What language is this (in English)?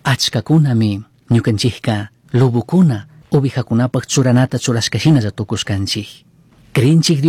Chimborazo Highland Quichua